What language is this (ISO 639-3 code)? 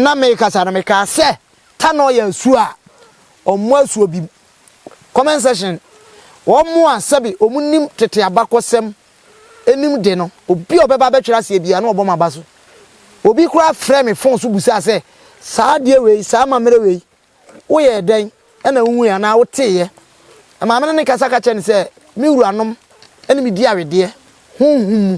aka